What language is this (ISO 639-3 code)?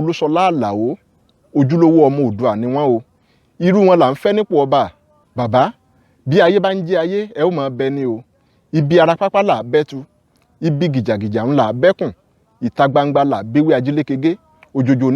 yor